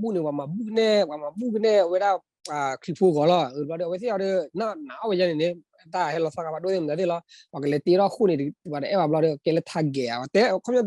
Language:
S'gaw Karen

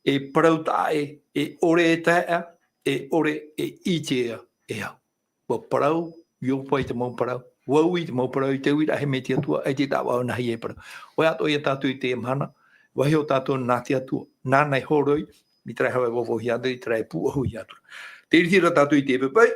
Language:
Tahitian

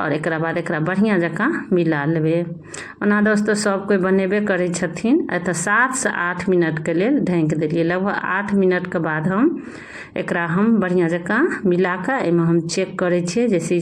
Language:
Maithili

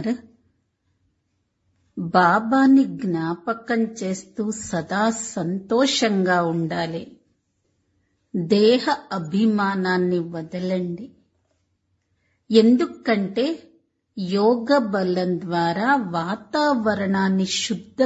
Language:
Telugu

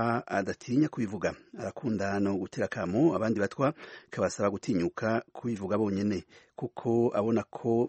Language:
Kinyarwanda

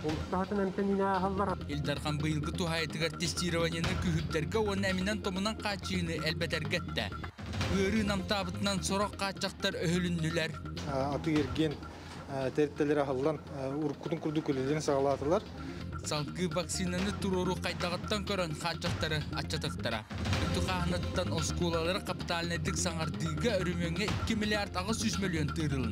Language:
Yakut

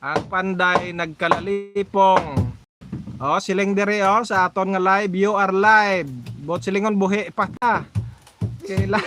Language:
Hiligaynon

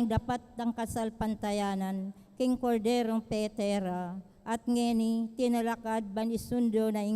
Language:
Pampanga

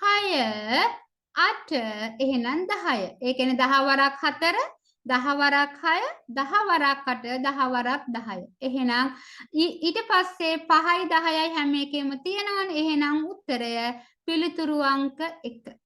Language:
Sinhala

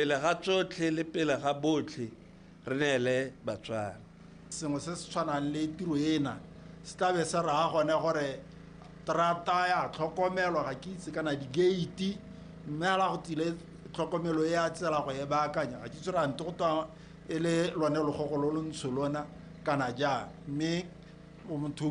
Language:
Tswana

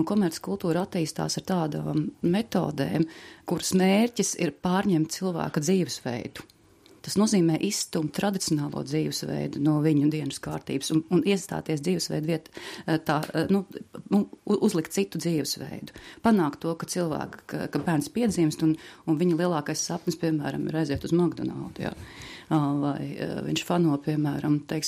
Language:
Latvian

